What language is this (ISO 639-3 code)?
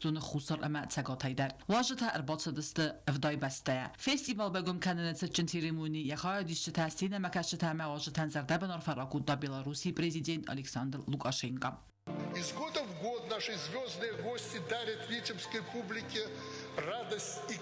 oss